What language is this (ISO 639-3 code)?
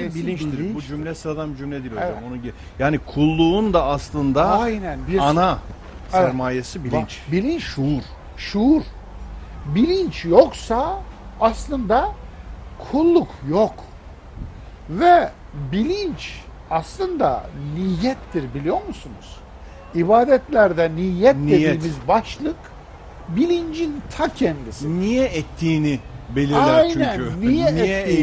tur